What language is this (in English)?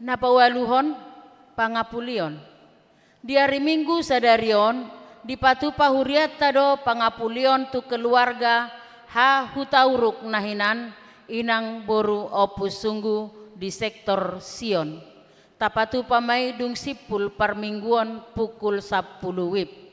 Batak Toba